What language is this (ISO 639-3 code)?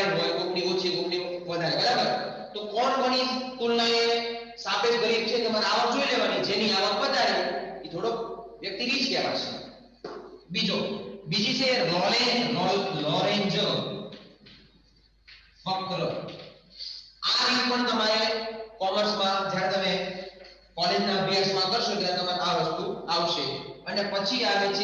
guj